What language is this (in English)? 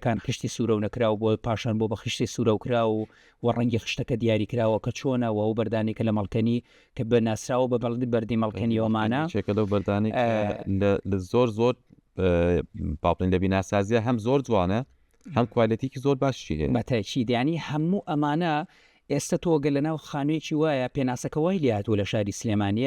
Central Kurdish